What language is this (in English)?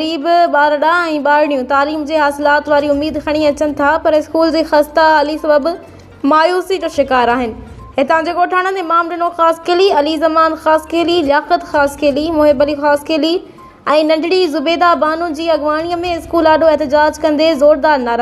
Sindhi